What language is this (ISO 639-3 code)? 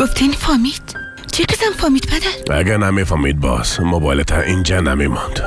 fas